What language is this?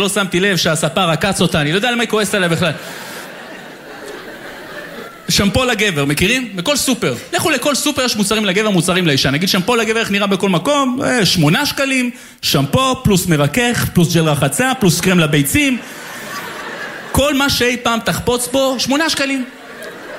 Hebrew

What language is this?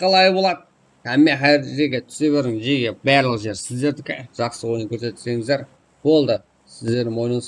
Kara-Kalpak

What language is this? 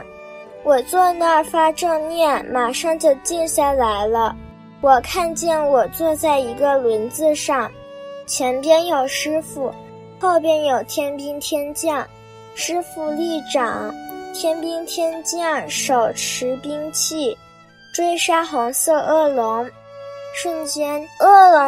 Chinese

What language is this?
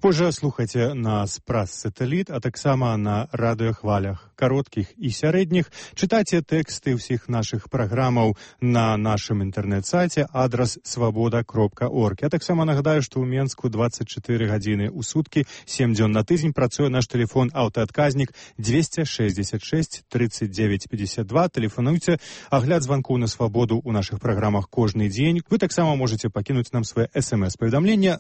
Belarusian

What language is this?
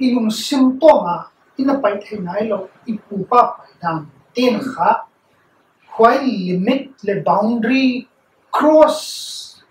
Paite Chin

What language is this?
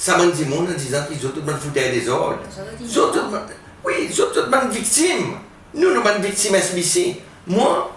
Seselwa Creole French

